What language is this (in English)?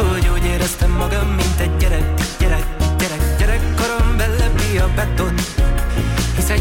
Hungarian